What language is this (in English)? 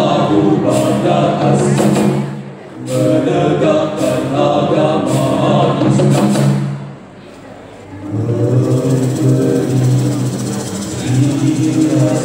Malay